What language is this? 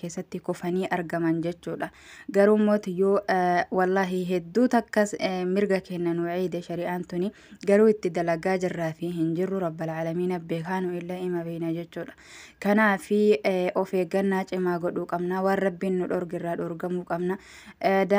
Oromo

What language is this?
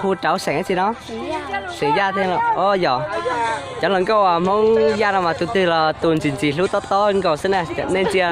Hmong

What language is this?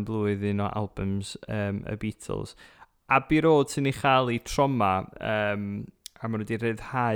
Welsh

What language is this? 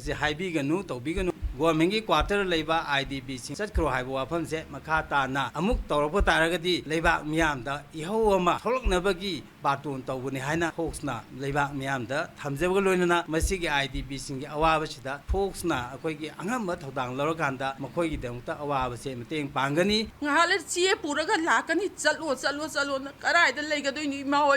Manipuri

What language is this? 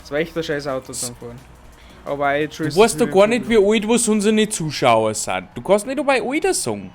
Bavarian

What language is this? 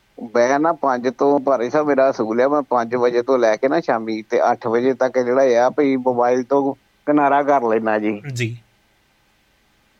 Punjabi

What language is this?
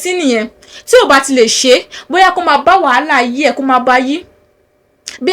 Yoruba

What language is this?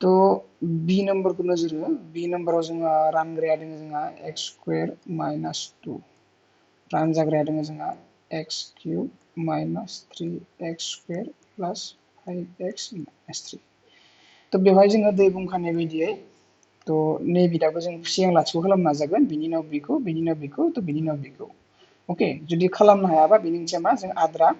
Bodo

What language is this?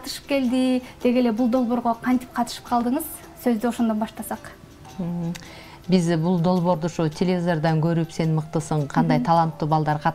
Kyrgyz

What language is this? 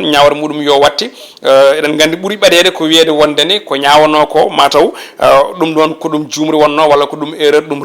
Fula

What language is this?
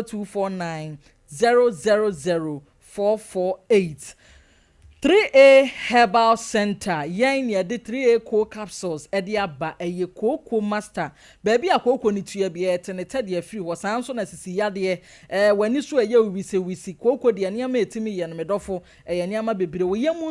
Akan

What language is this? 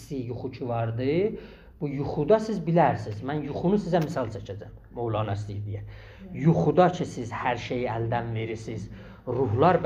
South Azerbaijani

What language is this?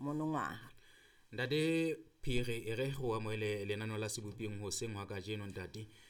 Southern Sotho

